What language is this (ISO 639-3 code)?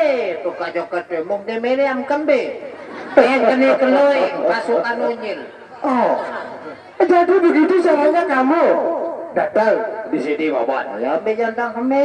sas